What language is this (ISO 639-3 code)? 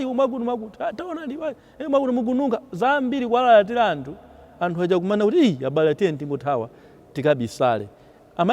nya